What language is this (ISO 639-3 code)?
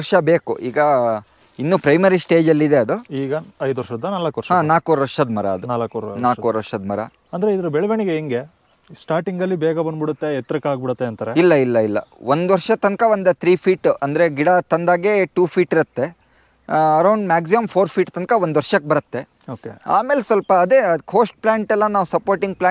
kan